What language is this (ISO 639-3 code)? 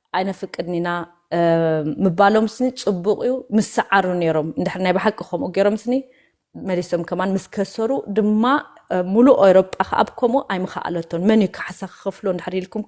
tir